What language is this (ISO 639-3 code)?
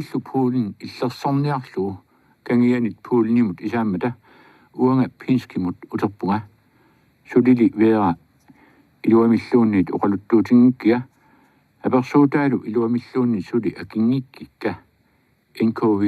kal